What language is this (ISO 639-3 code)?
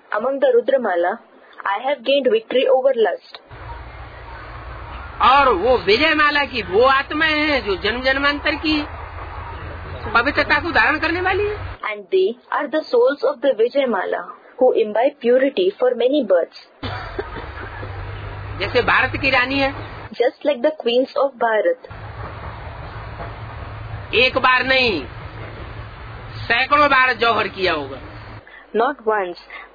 hin